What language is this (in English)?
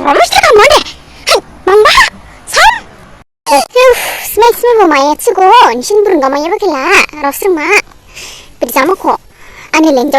Dimasa